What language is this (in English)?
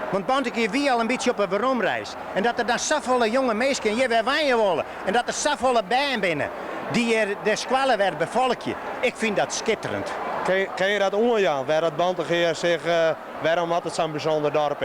Western Frisian